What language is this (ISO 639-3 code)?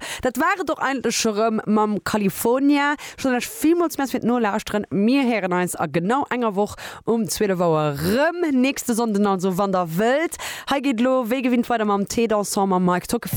ltz